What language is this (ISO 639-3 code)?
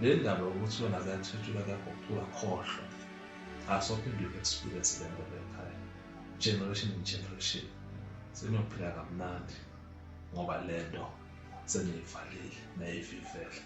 zul